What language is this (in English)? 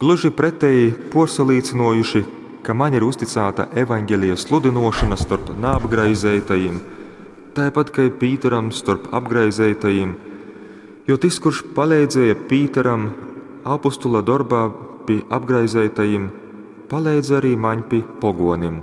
Latgalian